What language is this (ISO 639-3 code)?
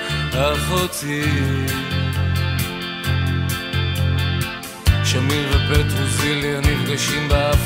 heb